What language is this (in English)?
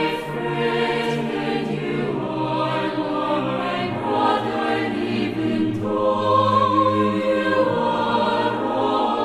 South Bolivian Quechua